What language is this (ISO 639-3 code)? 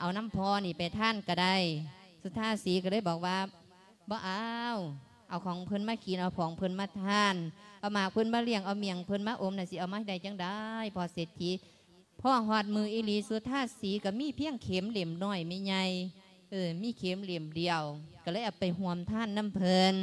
lao